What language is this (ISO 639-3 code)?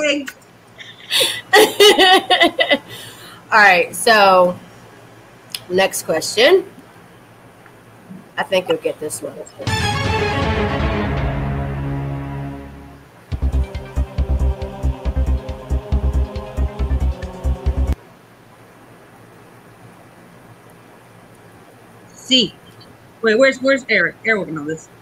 eng